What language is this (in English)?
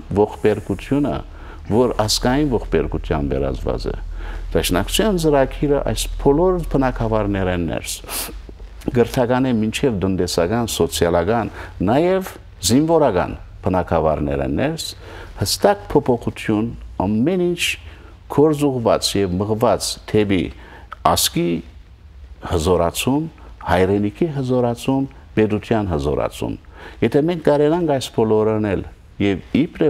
Western Armenian